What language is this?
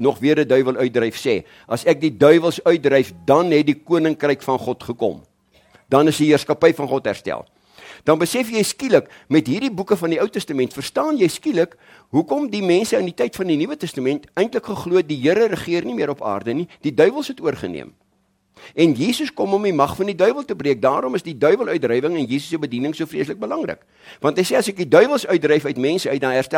Afrikaans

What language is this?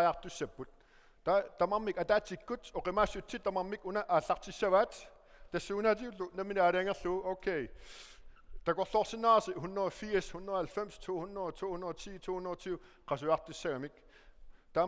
Kalaallisut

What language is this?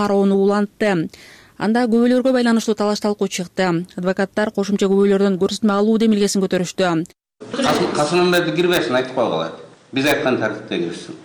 Kyrgyz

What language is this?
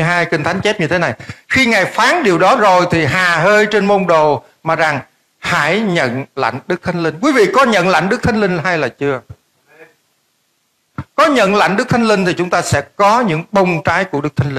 Vietnamese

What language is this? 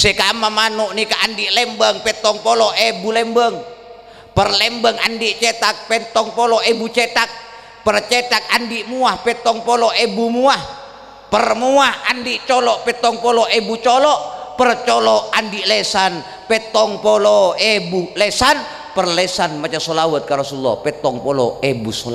Madurese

